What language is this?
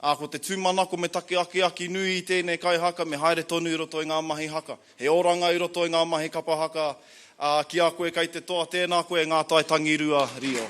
Māori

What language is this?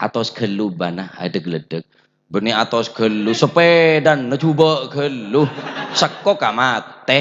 Madurese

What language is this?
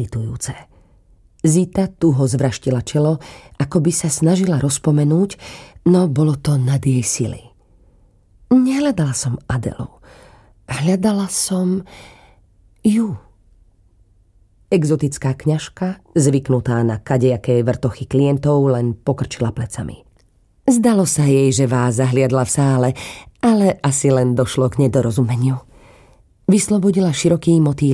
Slovak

